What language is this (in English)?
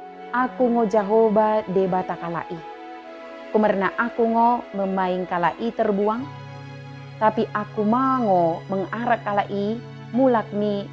Batak Dairi